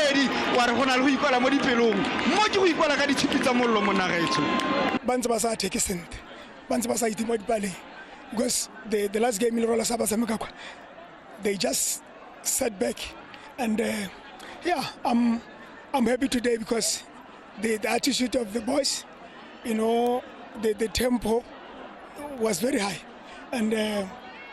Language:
Tswana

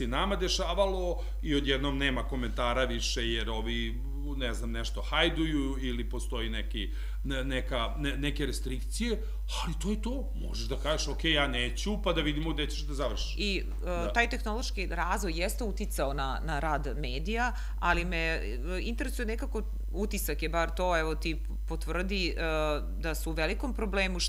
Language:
Serbian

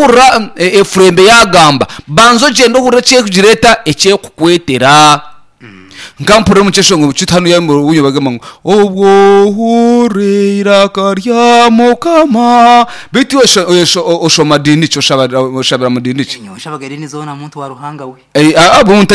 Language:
Nyankole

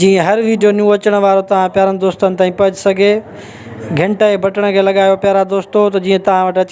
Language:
Sindhi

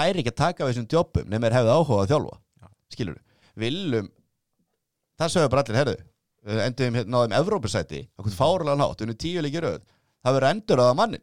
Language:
Icelandic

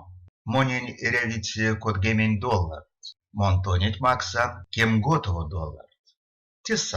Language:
Erzya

